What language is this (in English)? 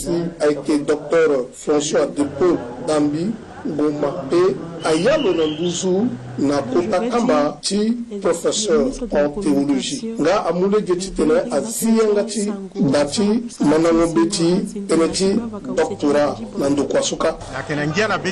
Sango